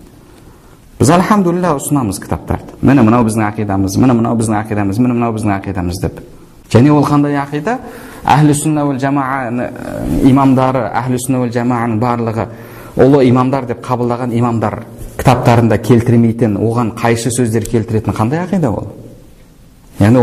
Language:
Kazakh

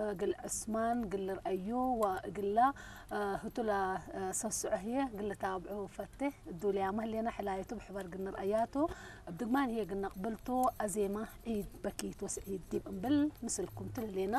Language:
Tigre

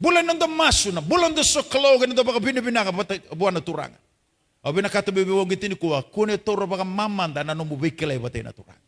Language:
Fijian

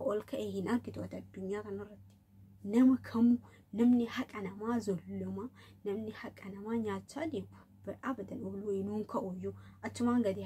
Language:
Oromo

